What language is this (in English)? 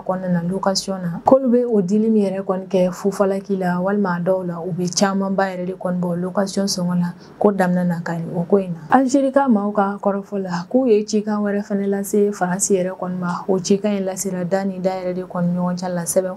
Bambara